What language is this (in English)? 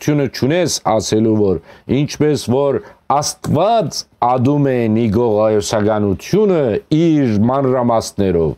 Armenian